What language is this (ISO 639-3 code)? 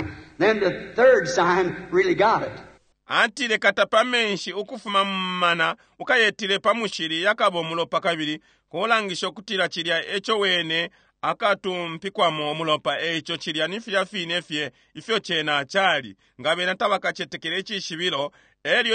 bem